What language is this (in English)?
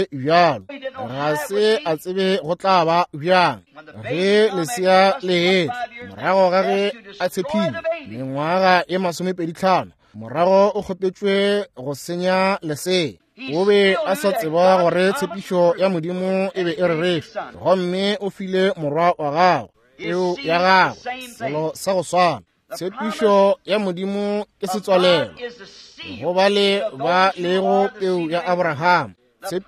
Northern Sotho